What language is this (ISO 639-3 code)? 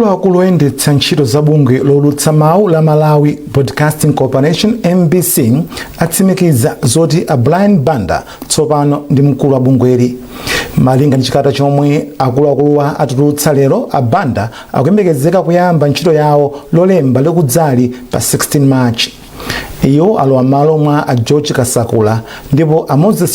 nya